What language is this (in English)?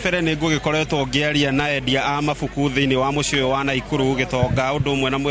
Kikuyu